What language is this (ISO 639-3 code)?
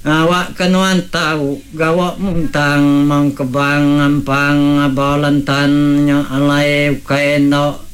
iba